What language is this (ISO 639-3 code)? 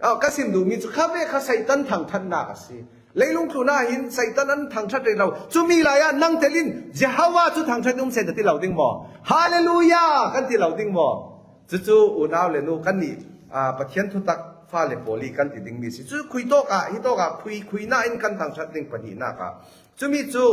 cfm